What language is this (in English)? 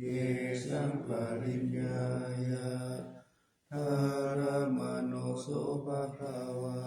Pali